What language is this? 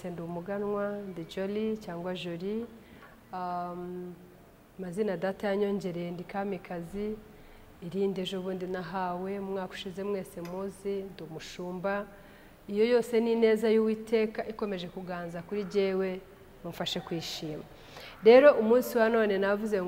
Kinyarwanda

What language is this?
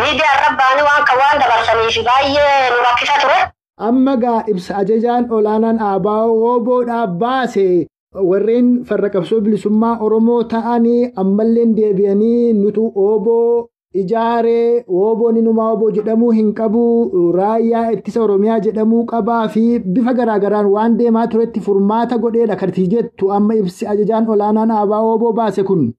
Oromo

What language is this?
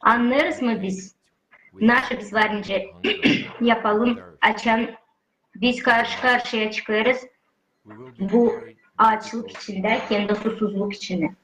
Gagauz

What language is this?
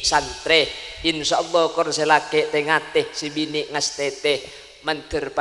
Madurese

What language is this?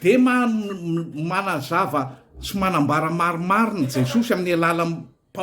Malagasy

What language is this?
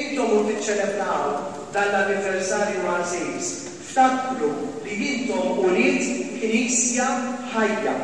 Maltese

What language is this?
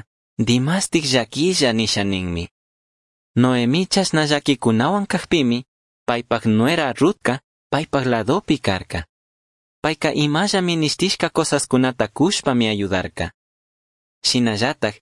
Chimborazo Highland Quichua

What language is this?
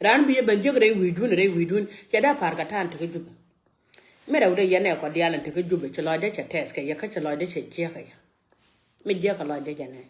Nuer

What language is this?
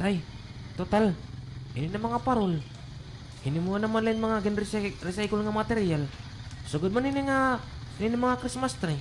Waray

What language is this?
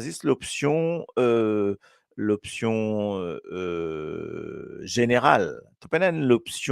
Morisyen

